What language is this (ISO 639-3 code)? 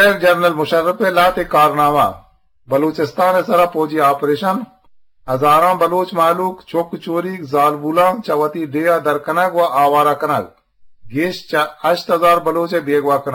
bgp